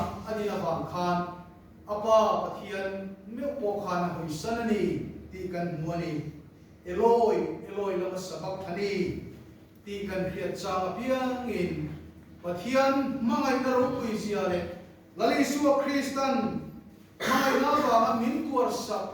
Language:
Mizo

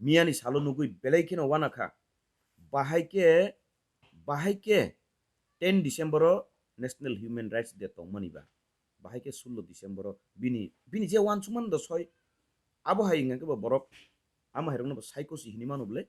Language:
Kok Borok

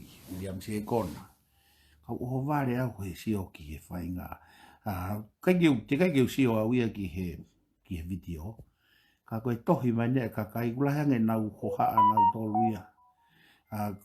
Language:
Tongan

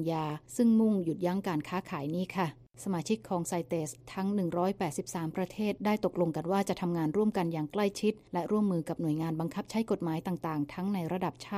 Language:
Thai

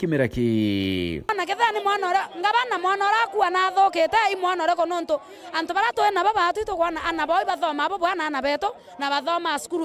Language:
Meru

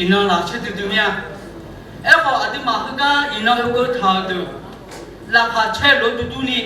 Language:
Akha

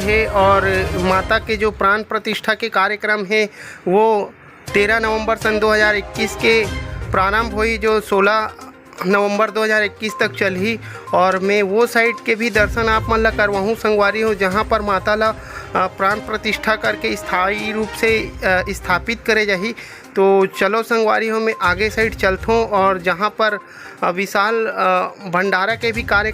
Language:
Chhattisgarhi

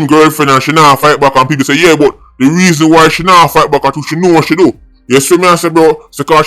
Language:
Jamaican Creole English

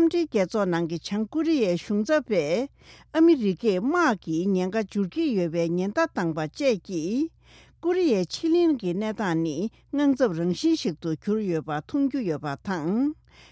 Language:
Tibetan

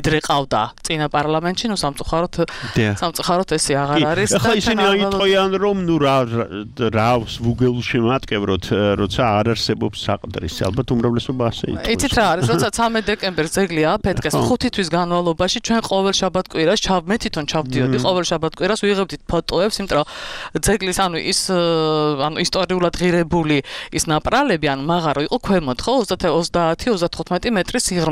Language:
Georgian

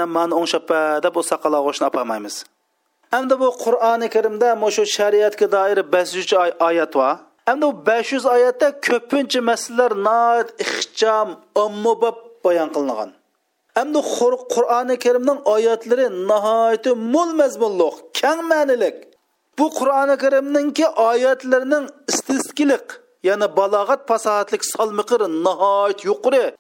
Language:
Uyghur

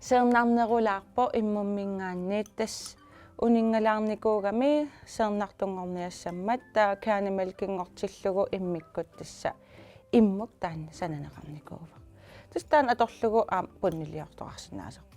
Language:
Kalaallisut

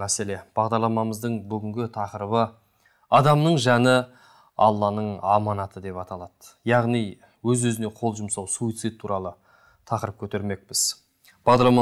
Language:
Kazakh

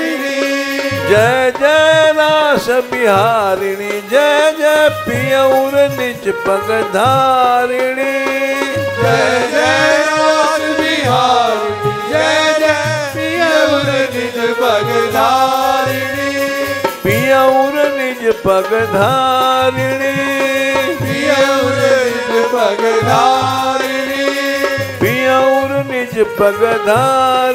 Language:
Hindi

